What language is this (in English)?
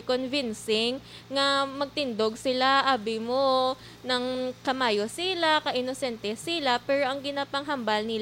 Hiligaynon